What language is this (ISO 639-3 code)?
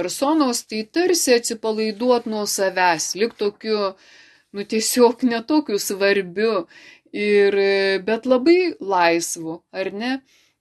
lit